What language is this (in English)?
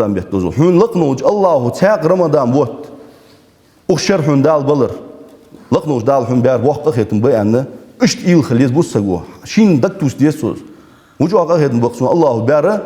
Ingush